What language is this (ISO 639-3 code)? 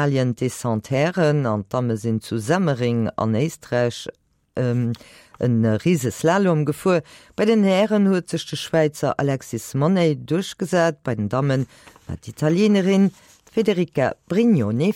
ltz